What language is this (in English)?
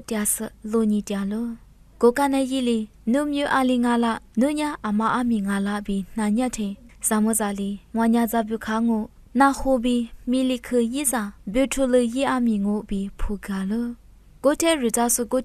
Lisu